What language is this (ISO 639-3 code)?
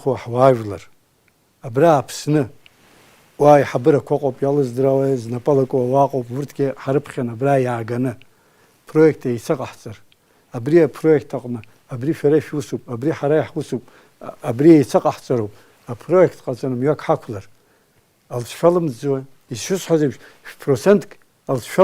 abk